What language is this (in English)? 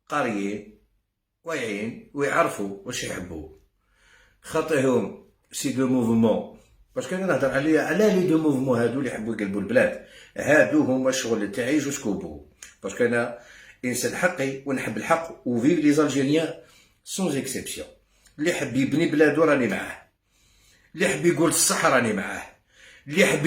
Algerian Arabic